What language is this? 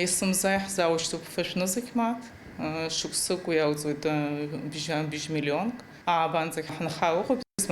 Abkhazian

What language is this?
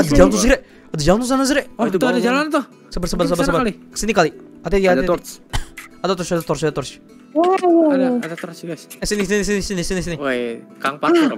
Indonesian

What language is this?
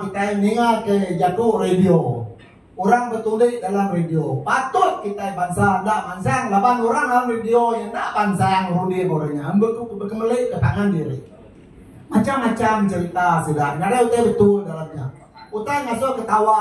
Iban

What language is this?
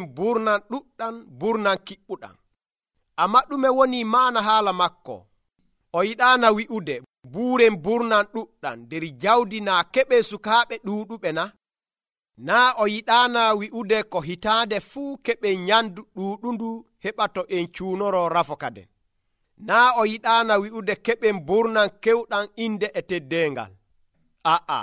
Nigerian Fulfulde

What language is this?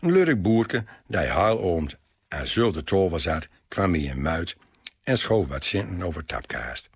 Gronings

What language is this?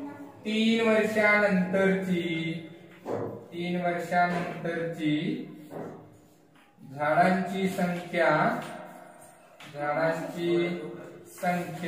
Marathi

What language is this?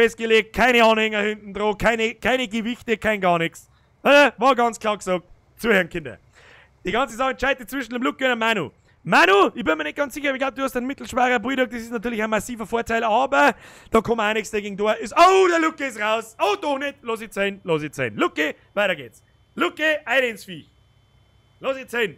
Bavarian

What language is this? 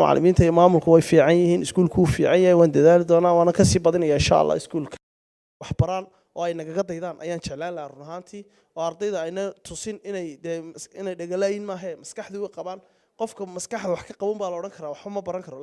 Somali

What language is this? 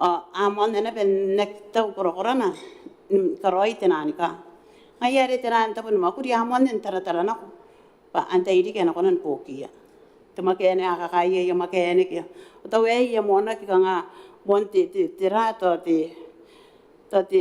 Gilbertese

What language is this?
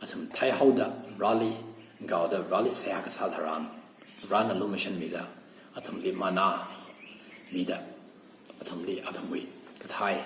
Tangkhul Naga (India)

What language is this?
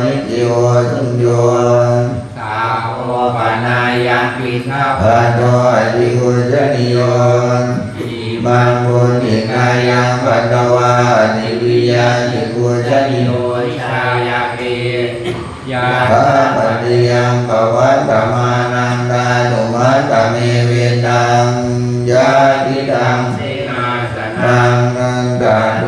Pali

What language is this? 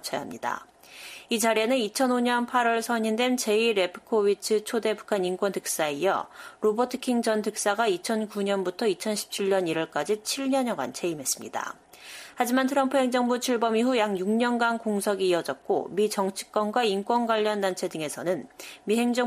Korean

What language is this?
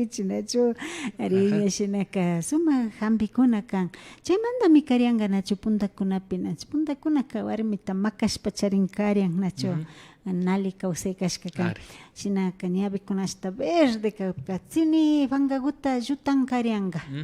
Imbabura Highland Quichua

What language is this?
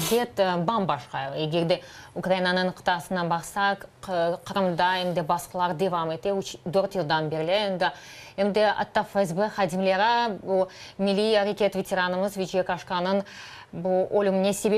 Crimean Tatar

